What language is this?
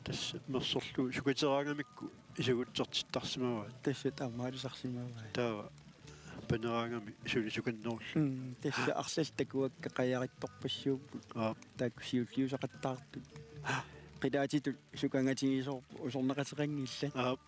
Kalaallisut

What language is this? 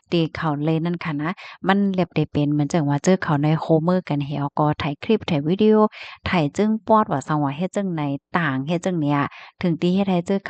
Shan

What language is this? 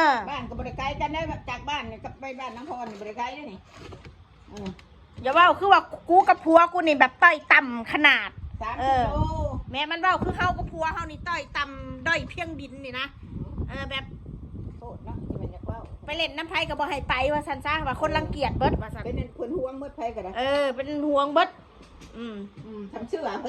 Northeastern Thai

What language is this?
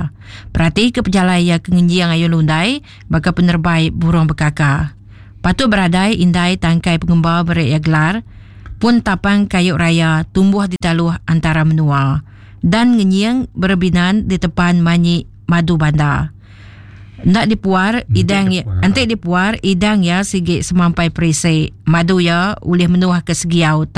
Iban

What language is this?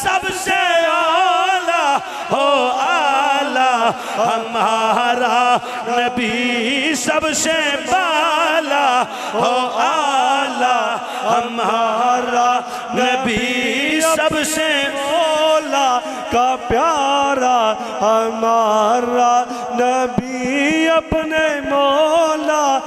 Urdu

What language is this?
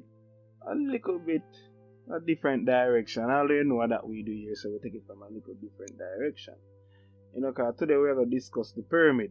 Jamaican Creole English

